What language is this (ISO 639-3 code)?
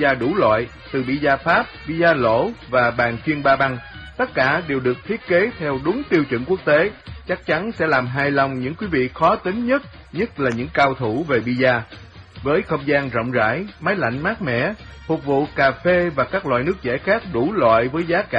vie